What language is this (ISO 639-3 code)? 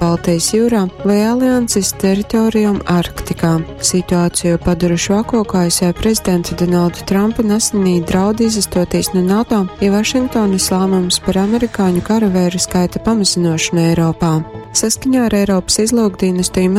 ltg